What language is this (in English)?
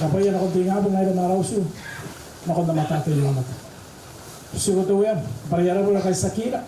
Gilbertese